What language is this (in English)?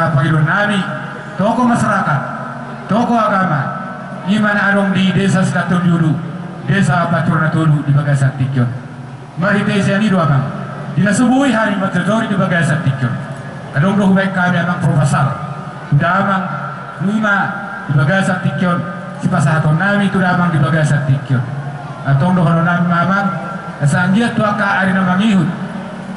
Batak Toba